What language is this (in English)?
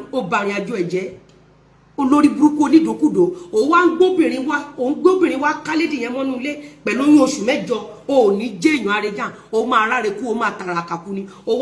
Yoruba